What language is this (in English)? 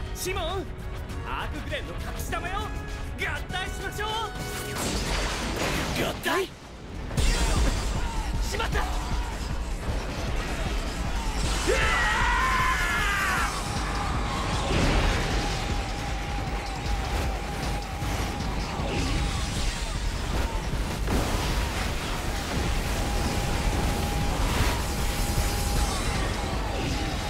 Japanese